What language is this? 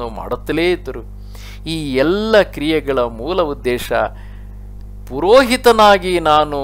Kannada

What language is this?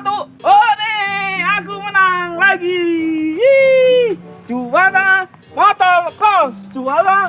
Betawi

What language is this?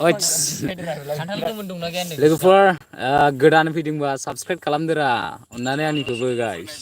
Bodo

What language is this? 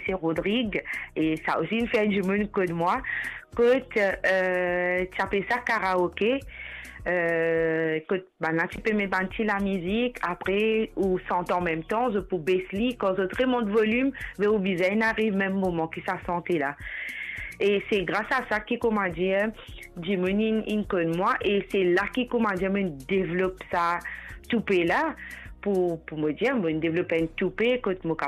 Morisyen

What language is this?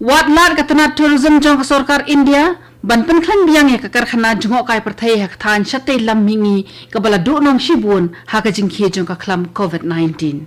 Khasi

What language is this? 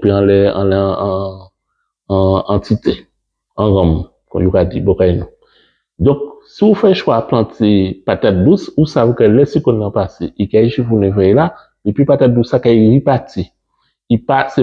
Guadeloupean Creole French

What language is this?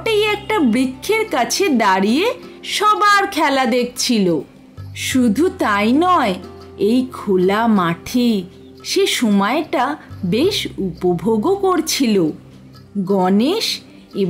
Bangla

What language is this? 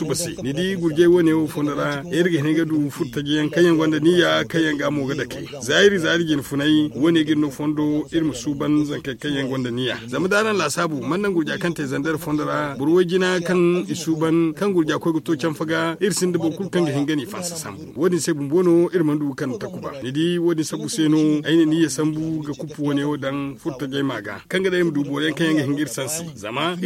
Zarma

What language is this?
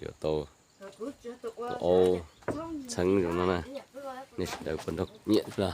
Hmong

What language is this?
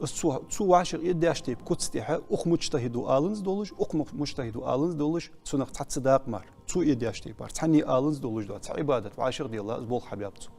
Ingush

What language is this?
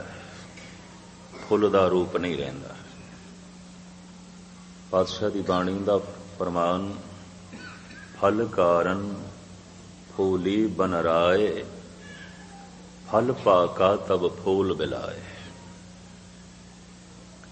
Punjabi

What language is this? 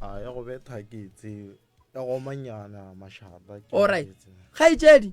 Northern Sotho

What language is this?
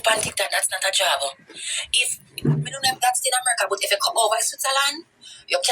Jamaican Creole English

